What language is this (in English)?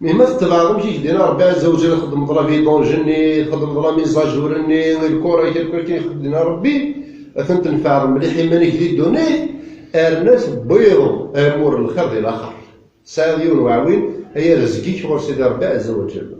Kabyle